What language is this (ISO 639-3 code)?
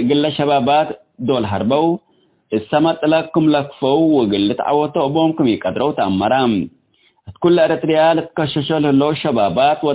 tig